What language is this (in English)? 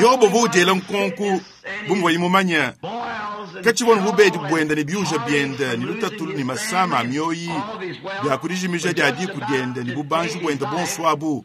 Luba-Lulua